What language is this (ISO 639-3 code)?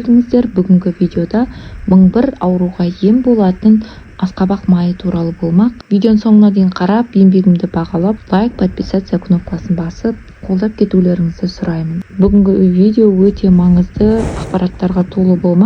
kaz